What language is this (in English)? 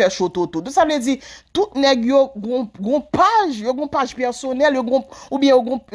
Haitian Creole